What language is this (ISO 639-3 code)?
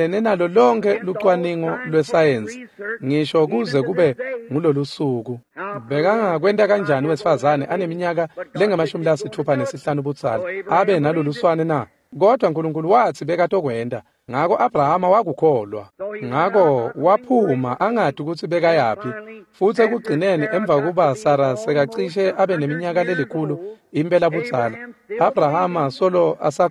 ssw